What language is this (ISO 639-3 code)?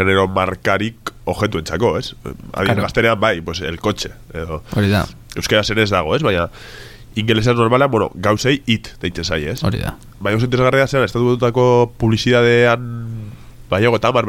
eus